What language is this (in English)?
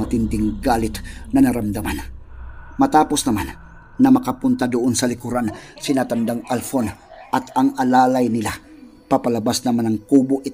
Filipino